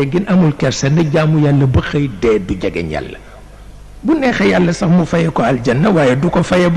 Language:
Wolof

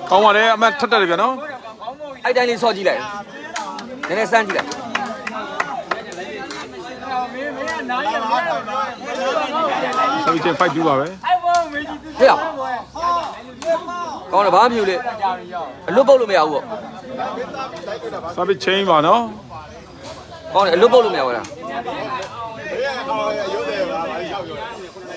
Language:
Burmese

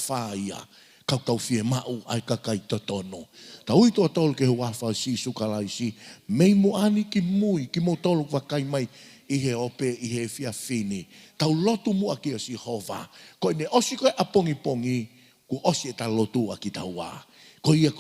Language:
Tongan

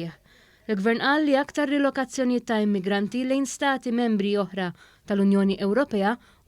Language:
Maltese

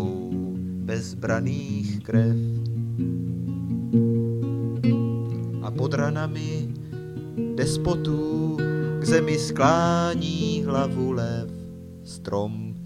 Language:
Czech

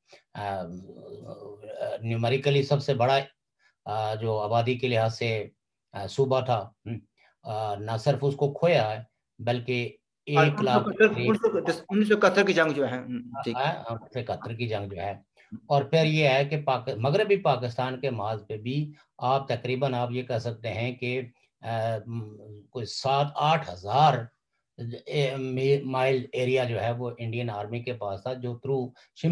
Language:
Urdu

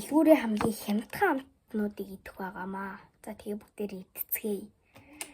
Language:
Mongolian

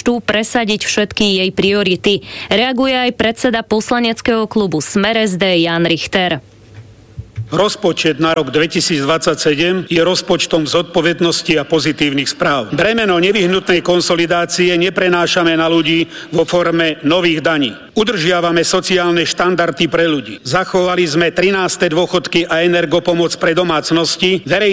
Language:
Slovak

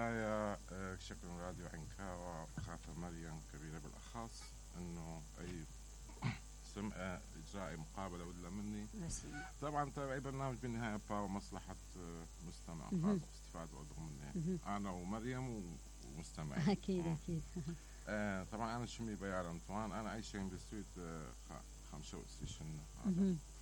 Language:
Mesopotamian Arabic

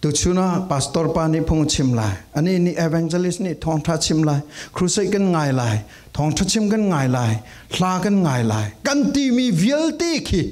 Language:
Falam Chin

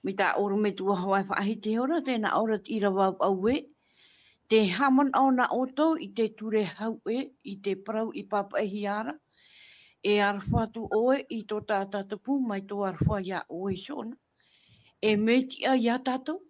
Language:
Tahitian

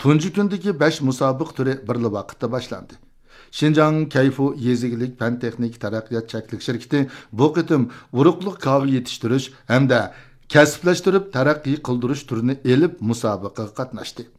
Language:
Uyghur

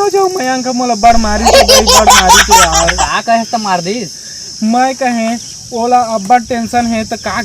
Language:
Chhattisgarhi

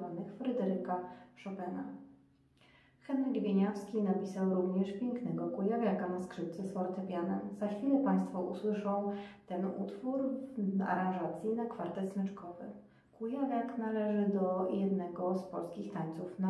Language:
Polish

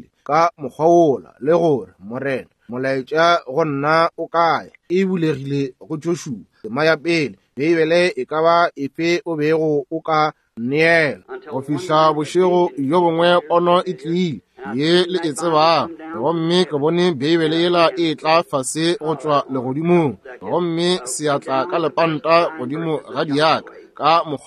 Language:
Northern Sotho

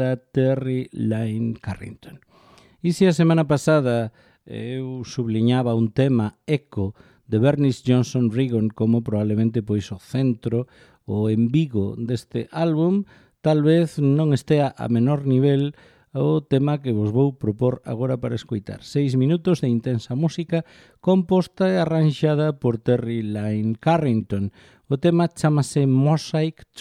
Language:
Galician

